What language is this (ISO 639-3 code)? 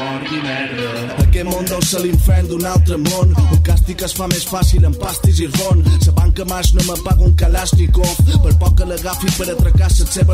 cat